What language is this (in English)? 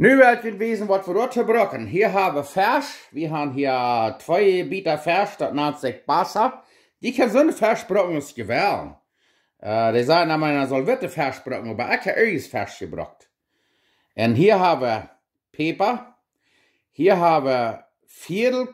Plautdietsch